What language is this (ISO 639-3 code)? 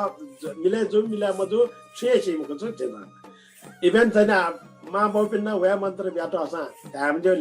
new